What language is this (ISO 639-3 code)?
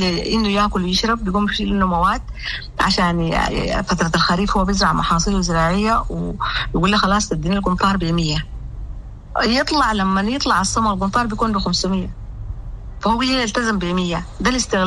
apd